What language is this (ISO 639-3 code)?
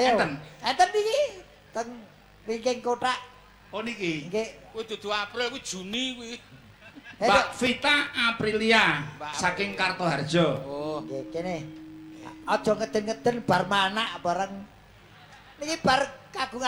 jav